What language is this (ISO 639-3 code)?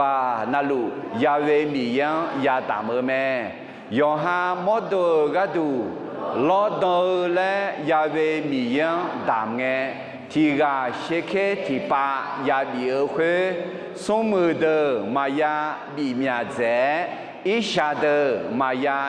ahk